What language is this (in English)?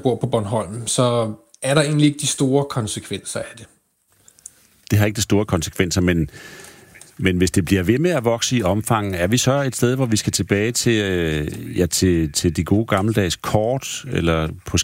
Danish